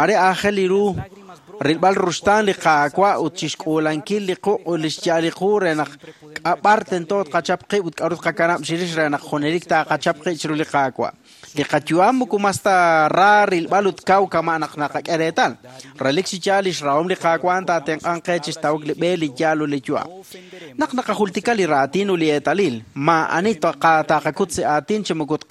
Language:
Kekchí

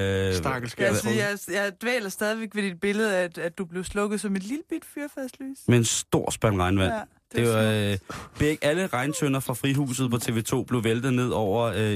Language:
Danish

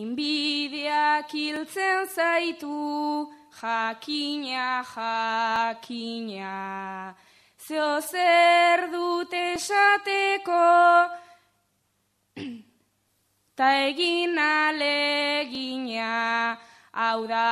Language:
Basque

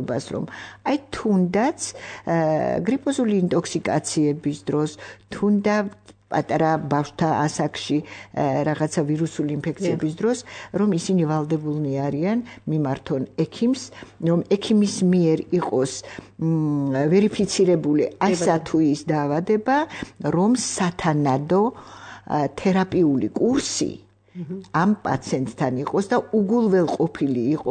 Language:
Georgian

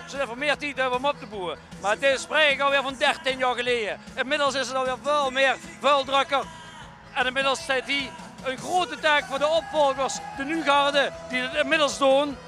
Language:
Limburgish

